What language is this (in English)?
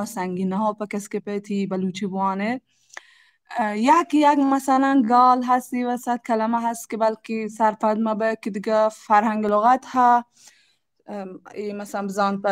Baluchi